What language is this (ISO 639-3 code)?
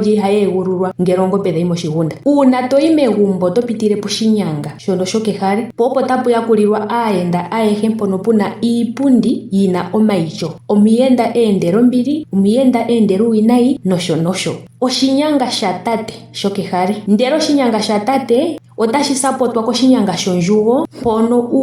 ndo